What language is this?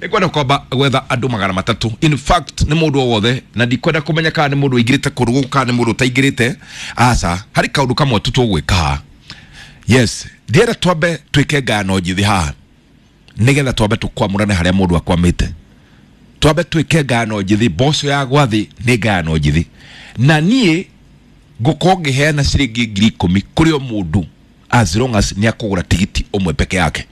Kikuyu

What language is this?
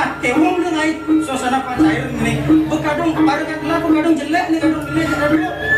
Balinese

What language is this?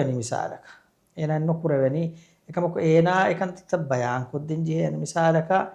Divehi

